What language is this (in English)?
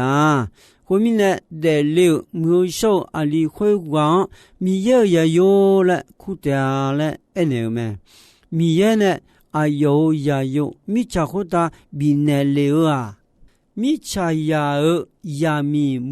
Akha